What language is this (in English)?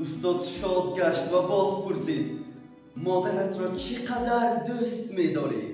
Tajik